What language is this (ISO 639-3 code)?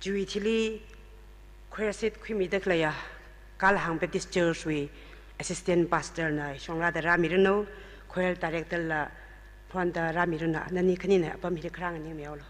nmf